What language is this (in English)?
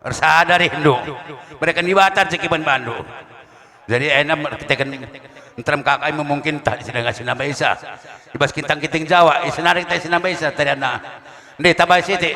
Batak Karo